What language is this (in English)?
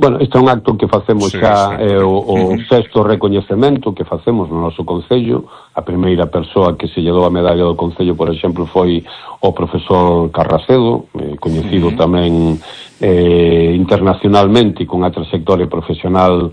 Galician